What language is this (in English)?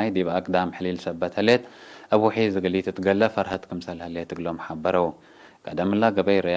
Tigre